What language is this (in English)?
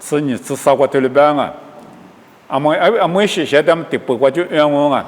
Lisu